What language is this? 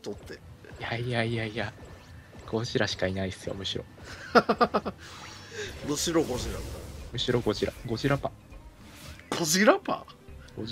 Japanese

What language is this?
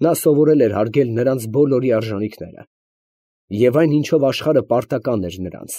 Armenian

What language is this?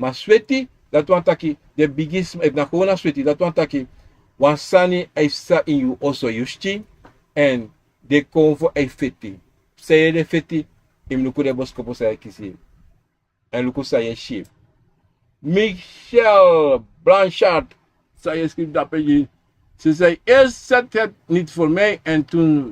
Sranan Tongo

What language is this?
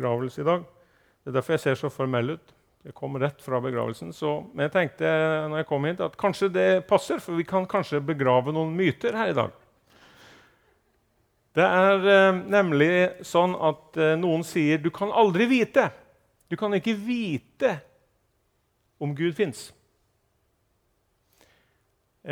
Norwegian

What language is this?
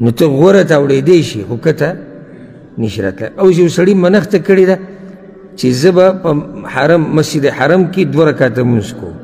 Pashto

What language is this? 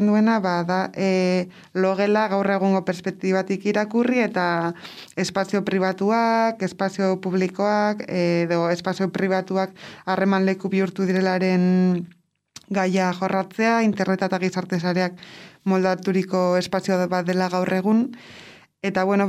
Basque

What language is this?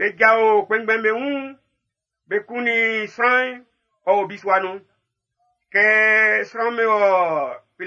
Baoulé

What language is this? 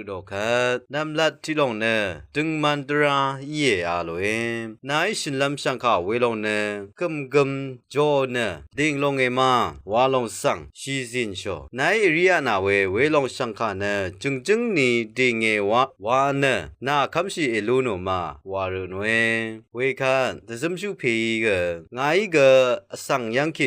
Rawang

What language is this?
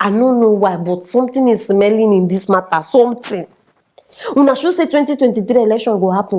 Nigerian Pidgin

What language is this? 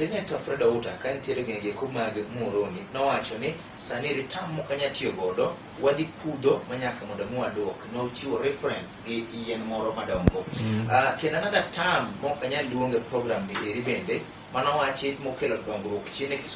Luo (Kenya and Tanzania)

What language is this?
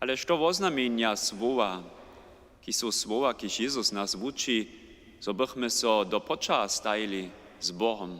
Upper Sorbian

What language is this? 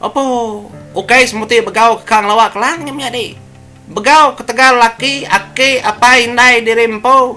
Iban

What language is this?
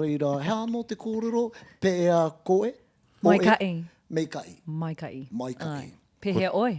Māori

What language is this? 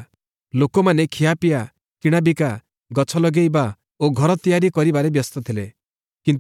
Odia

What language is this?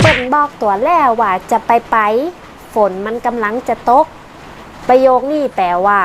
Northern Thai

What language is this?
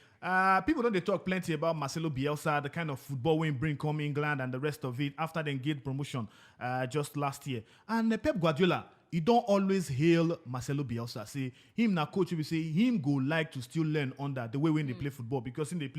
Nigerian Pidgin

